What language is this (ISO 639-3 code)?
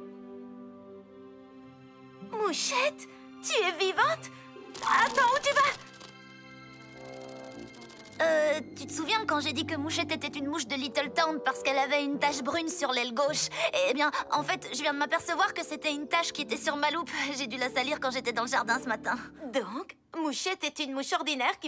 fra